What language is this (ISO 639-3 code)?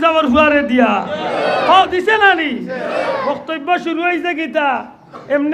syl